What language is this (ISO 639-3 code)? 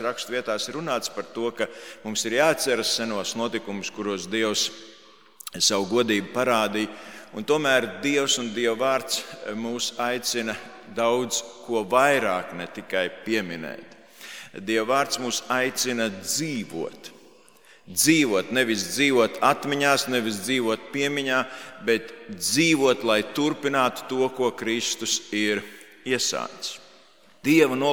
lav